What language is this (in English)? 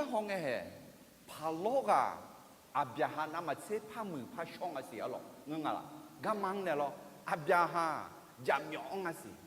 Akha